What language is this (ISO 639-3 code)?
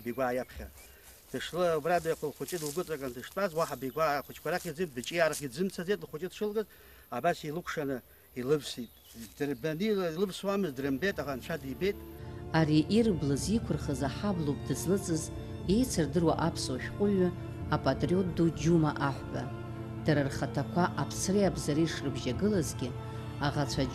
abk